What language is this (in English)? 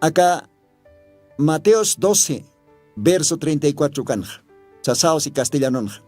Aymara